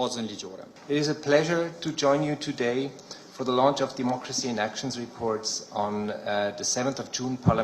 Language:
Albanian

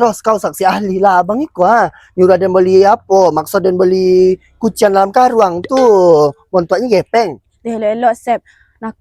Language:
Minangkabau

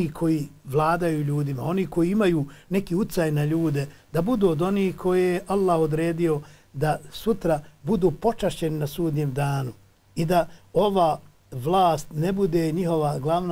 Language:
Bosnian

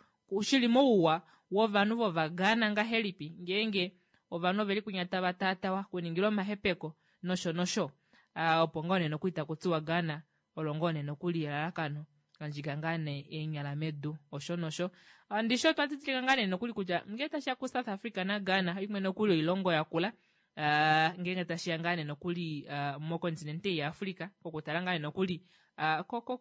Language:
Kuanyama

